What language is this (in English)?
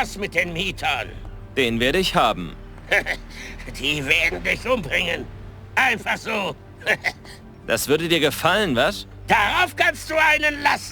Bavarian